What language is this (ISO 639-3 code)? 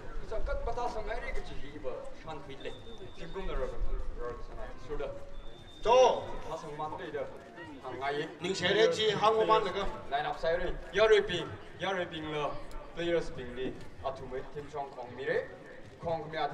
nmf